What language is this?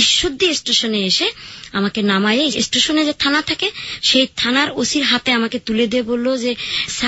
Bangla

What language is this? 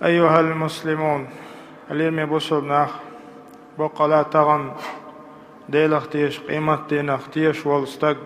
Chechen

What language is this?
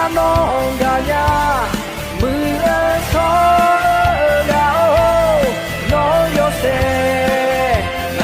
Akha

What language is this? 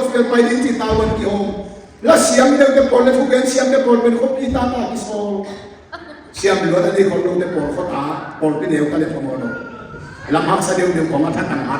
Tedim Chin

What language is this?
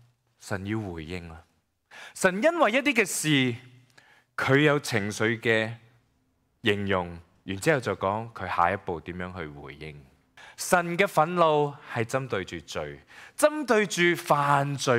Cantonese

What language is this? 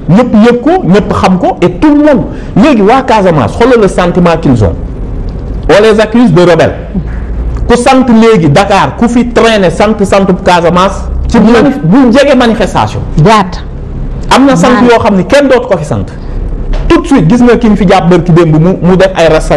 Wolof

